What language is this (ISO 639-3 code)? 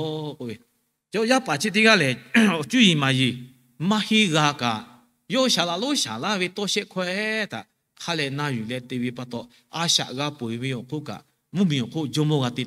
lhu